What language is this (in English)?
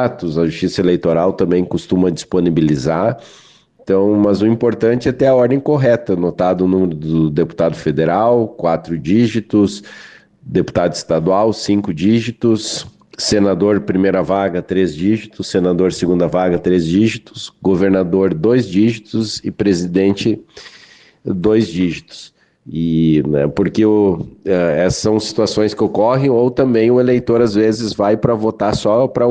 Portuguese